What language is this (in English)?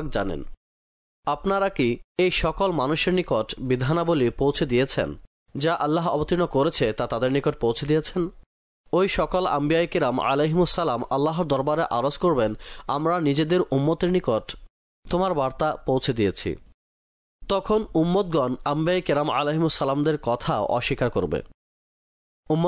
Bangla